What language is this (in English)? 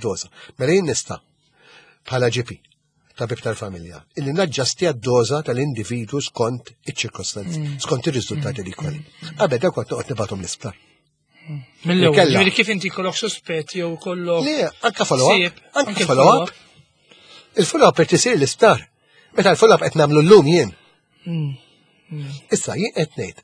Maltese